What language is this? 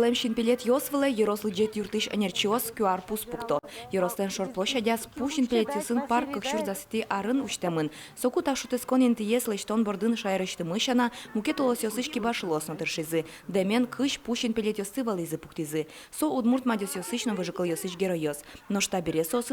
Udmurt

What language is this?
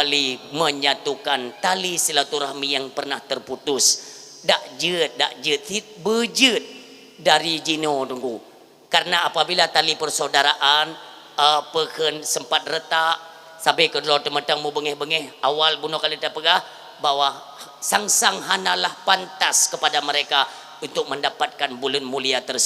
Achinese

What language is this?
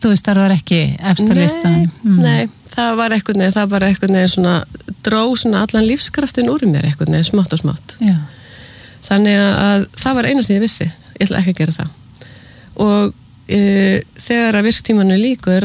Icelandic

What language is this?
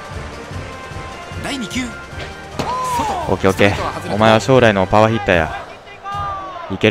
Japanese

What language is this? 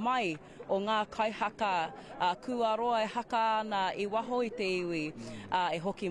Māori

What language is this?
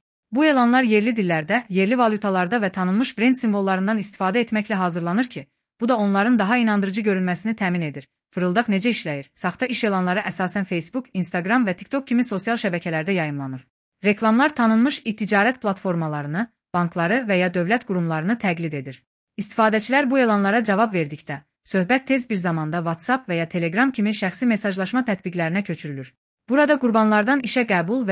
Azerbaijani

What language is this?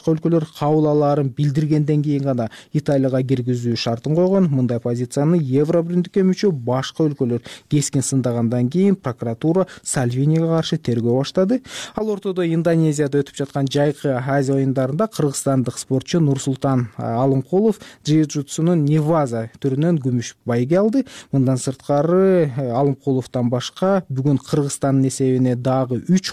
Kyrgyz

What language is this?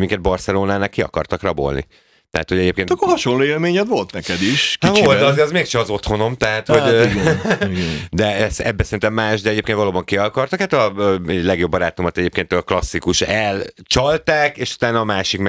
Hungarian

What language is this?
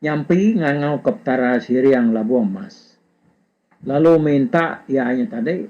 Iban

